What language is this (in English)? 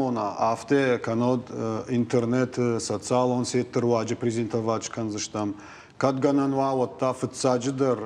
Ossetic